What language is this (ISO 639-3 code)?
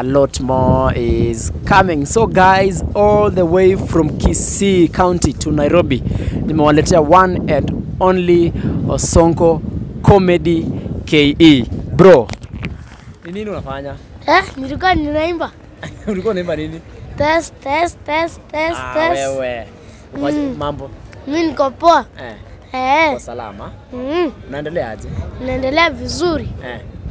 swa